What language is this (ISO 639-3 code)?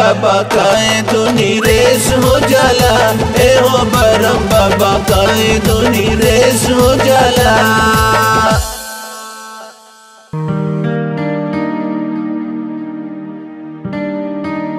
bho